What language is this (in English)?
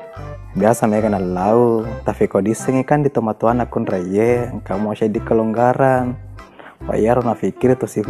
Buginese